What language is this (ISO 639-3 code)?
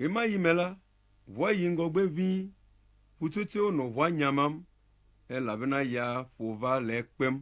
ewe